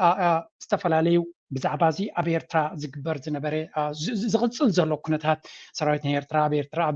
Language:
Tigrinya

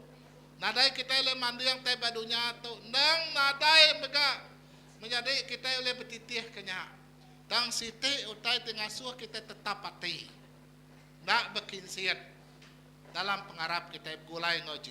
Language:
Iban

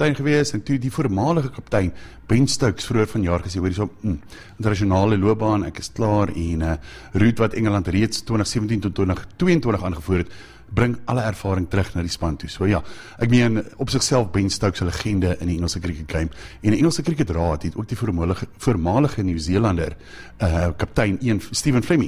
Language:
Afrikaans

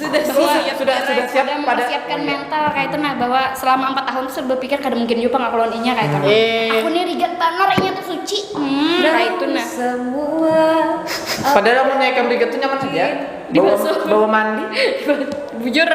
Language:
Banjar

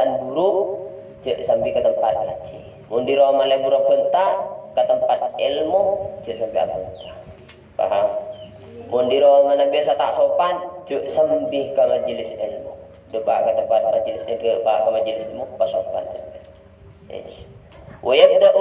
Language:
Madurese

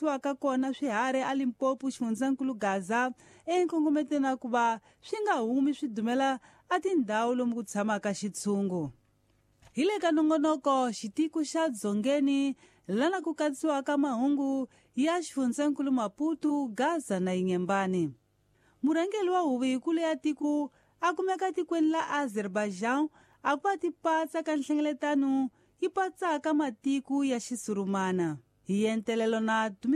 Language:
Tsonga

